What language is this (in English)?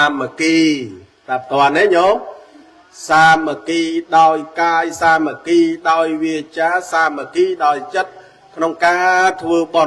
Khmer